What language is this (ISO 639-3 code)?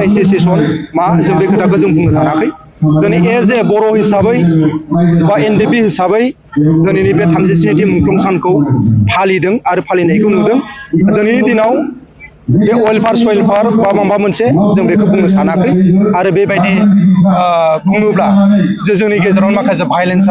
brx